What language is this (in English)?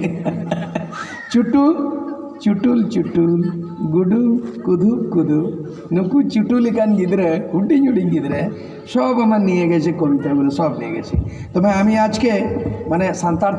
Santali